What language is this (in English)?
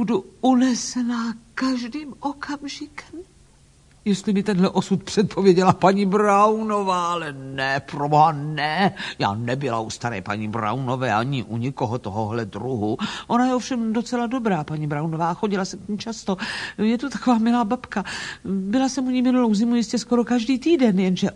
Czech